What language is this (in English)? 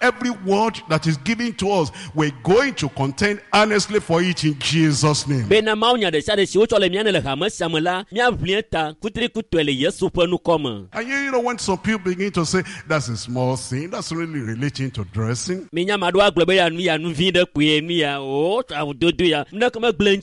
Ewe